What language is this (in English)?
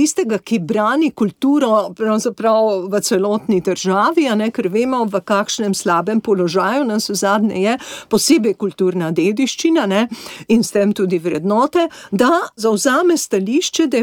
Slovenian